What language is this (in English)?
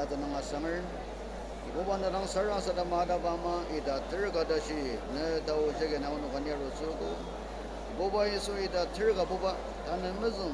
Ao Naga